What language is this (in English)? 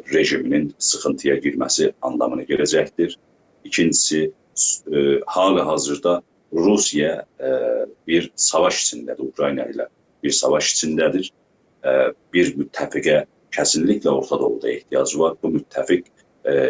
South Azerbaijani